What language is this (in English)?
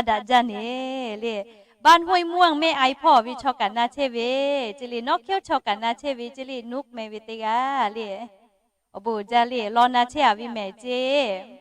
Lahu